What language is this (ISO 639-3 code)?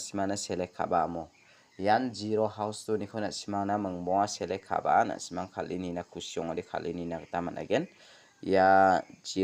grt